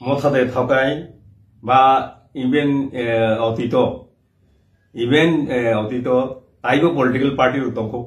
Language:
Kok Borok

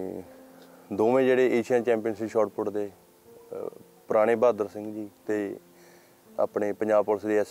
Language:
Punjabi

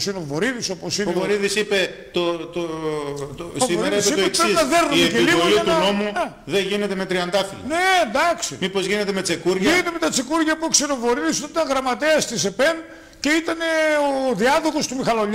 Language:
Greek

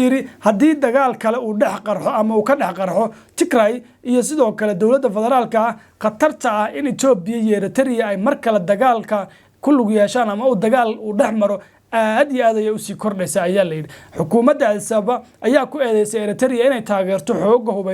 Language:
Somali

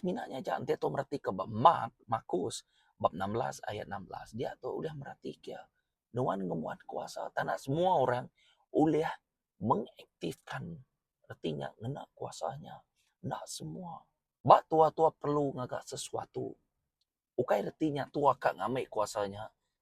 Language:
Iban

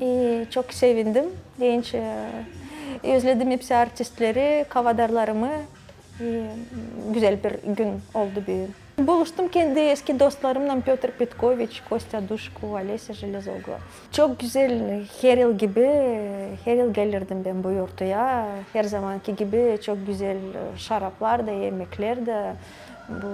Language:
Gagauz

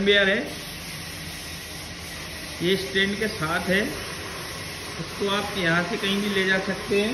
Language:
Hindi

